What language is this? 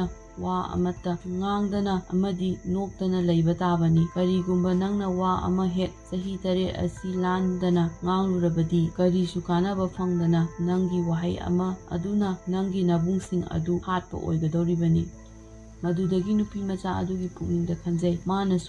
Manipuri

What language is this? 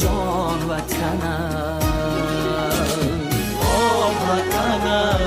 Tajik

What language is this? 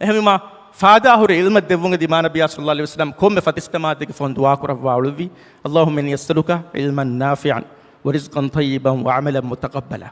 Divehi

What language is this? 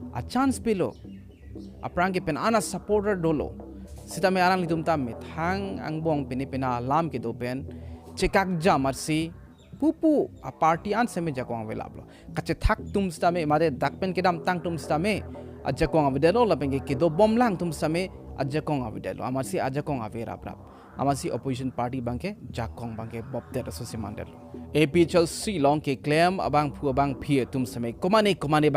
Karbi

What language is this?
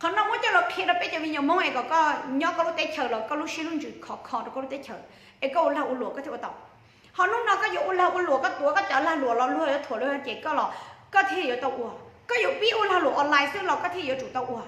Hmong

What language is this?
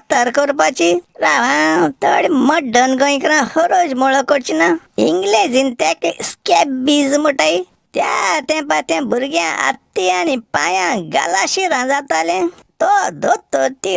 Konkani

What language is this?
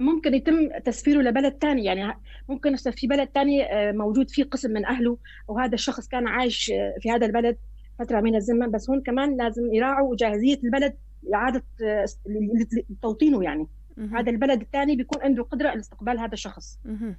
North Levantine Arabic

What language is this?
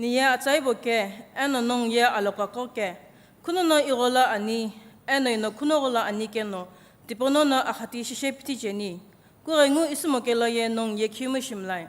Sumi Naga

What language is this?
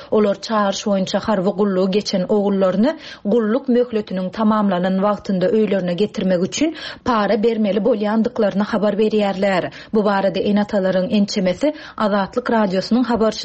Turkmen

